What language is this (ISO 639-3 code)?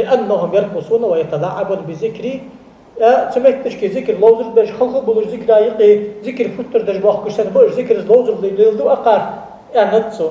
inh